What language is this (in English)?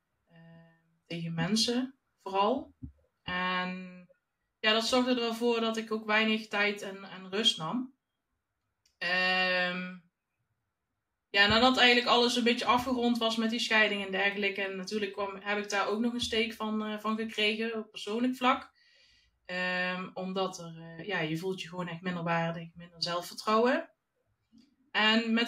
Dutch